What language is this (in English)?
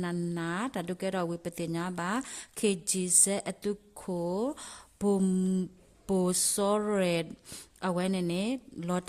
S'gaw Karen